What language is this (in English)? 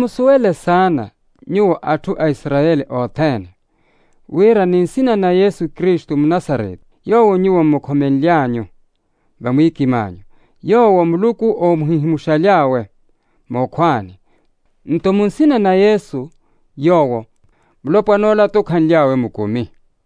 Makhuwa